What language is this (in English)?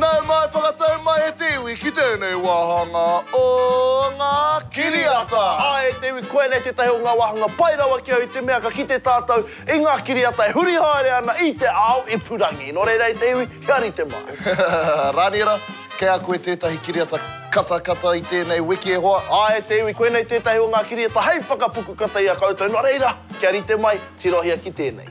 Māori